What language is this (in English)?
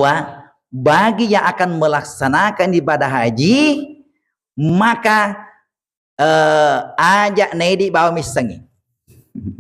Buginese